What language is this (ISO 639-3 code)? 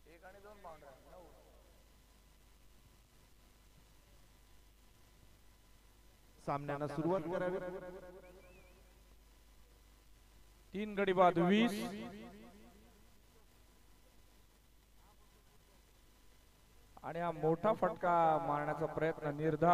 mar